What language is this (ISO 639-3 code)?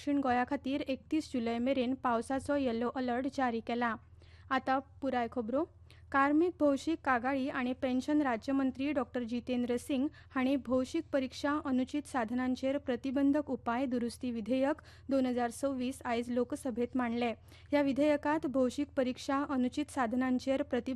kok